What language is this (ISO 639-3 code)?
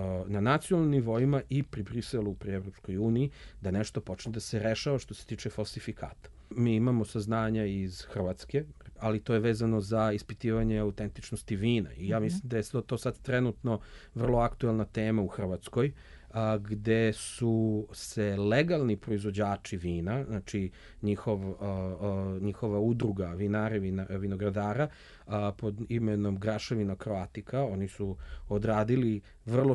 srp